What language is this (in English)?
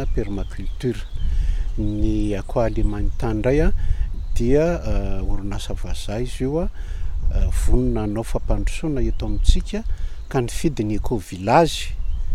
Malagasy